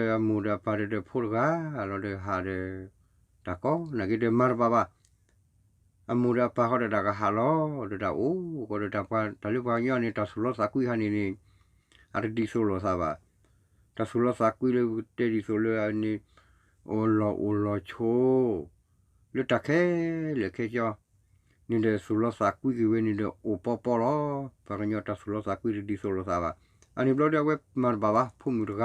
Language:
S'gaw Karen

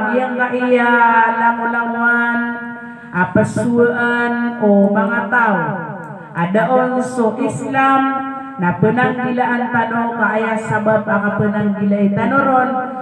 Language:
Maranao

